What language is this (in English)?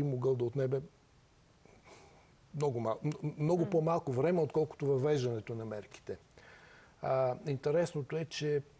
Bulgarian